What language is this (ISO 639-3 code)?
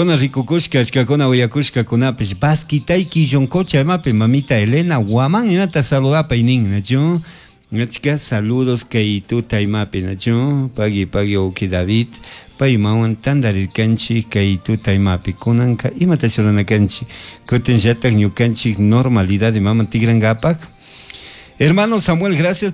qug